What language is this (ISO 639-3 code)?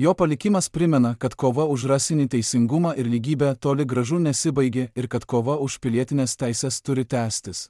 lit